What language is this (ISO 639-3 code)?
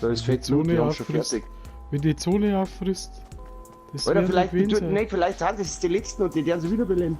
bar